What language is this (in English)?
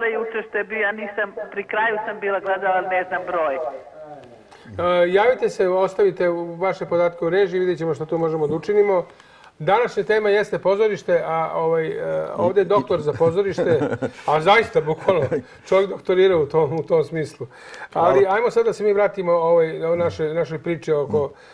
Serbian